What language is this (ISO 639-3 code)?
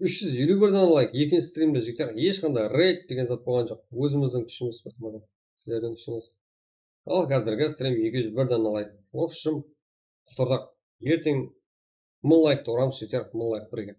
kaa